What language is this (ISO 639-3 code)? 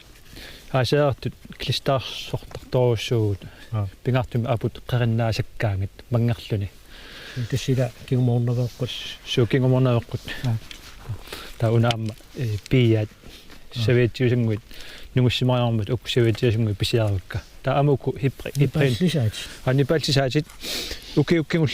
kal